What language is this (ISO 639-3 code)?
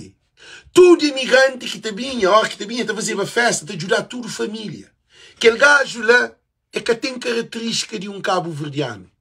kea